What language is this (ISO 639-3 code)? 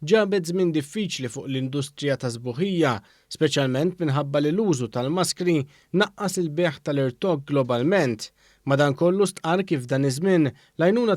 mlt